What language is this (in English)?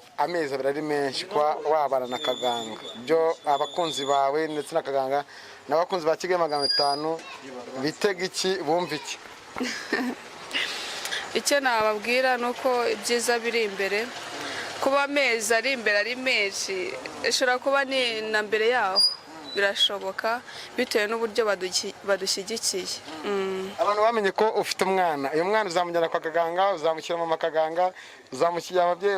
Kinyarwanda